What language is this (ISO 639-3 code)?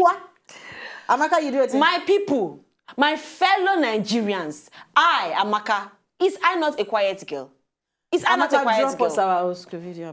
pcm